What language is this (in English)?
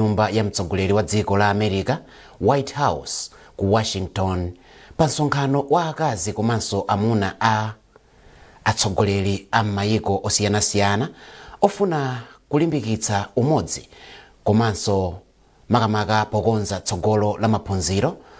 Nyanja